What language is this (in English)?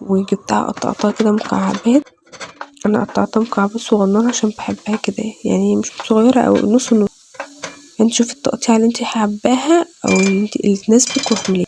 Egyptian Arabic